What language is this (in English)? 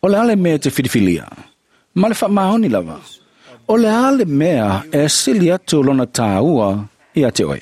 Samoan